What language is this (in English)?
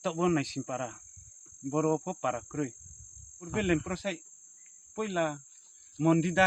Kok Borok